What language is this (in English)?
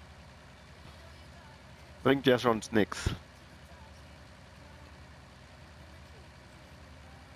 German